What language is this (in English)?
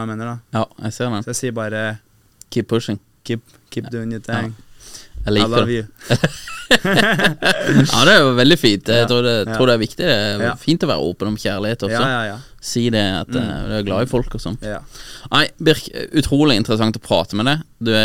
Norwegian